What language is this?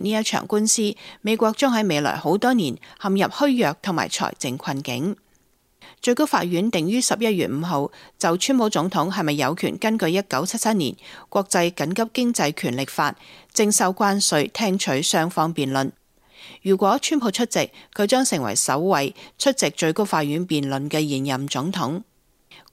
Cantonese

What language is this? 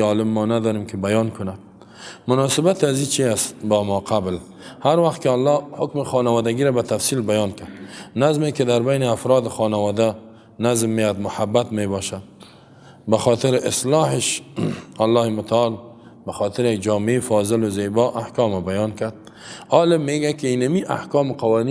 Persian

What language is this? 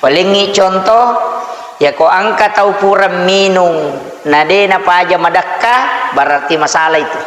Buginese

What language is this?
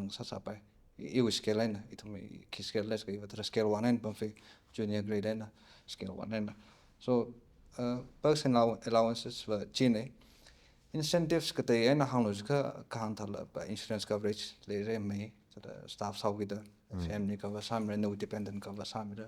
Tangkhul Naga (India)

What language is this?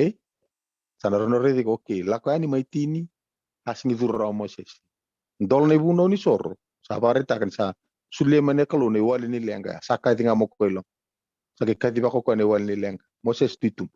Fijian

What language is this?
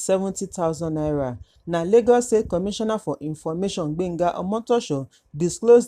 Nigerian Pidgin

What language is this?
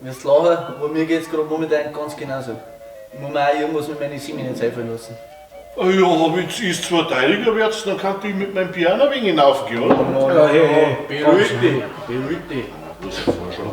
Bavarian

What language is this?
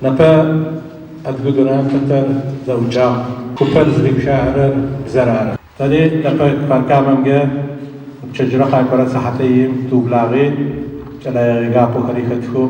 Adyghe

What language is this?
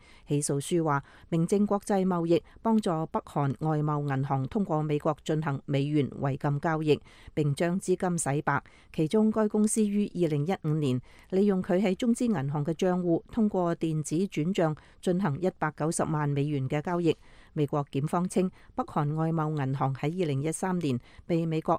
Cantonese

